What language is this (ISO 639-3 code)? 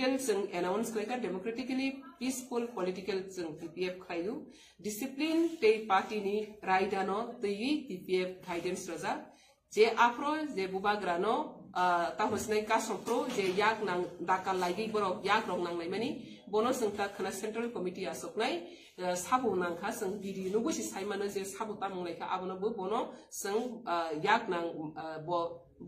ria